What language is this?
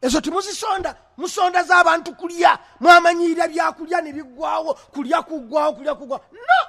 Ganda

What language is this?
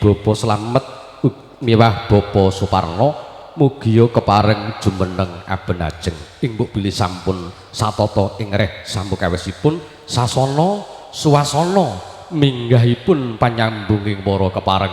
Javanese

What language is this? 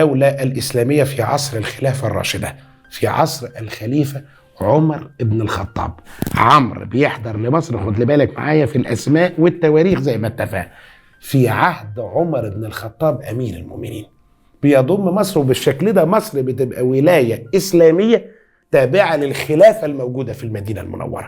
Egyptian Arabic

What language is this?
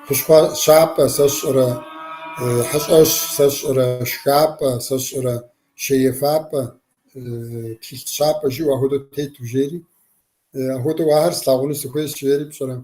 Kabardian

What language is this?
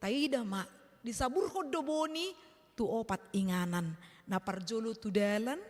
Batak Toba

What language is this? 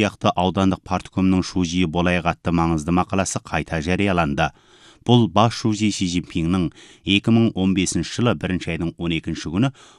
Kazakh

